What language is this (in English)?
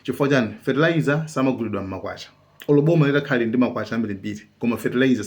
Nyanja